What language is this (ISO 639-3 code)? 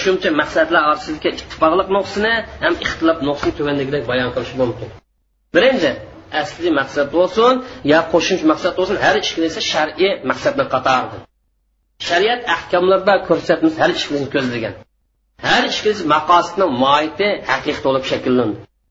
uig